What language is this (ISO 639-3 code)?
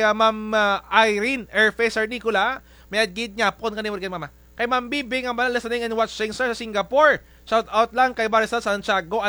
krj